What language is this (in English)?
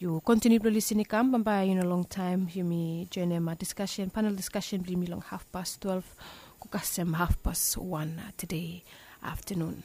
Bislama